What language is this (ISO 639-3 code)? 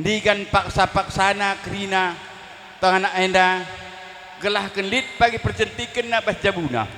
btx